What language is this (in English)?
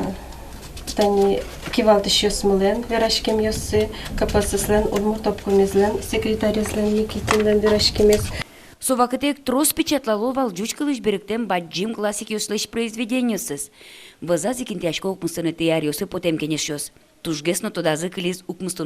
Udmurt